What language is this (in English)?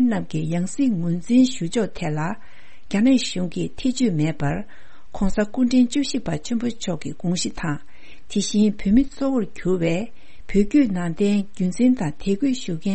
Tibetan